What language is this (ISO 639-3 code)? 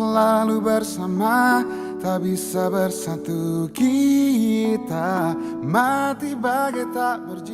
tet